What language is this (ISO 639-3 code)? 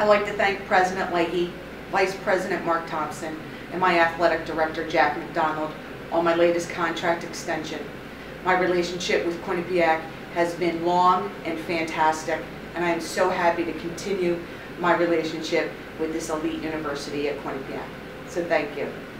eng